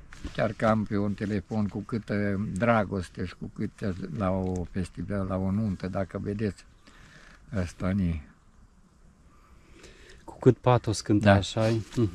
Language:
Romanian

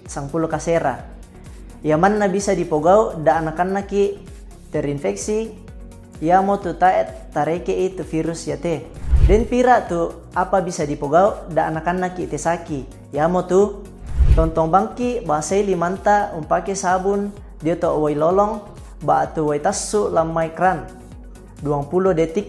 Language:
Toraja-Sa'dan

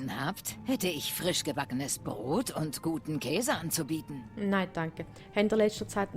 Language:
Swiss German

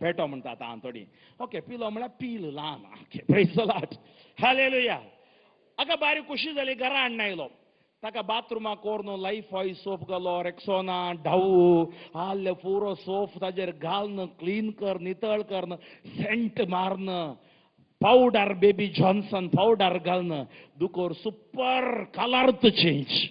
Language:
Konkani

